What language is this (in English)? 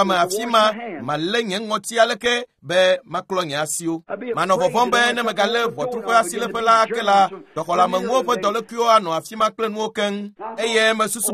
Ewe